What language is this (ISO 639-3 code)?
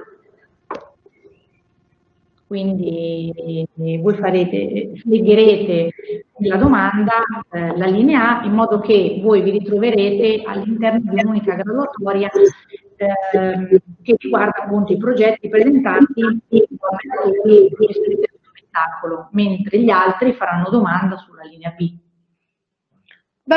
ita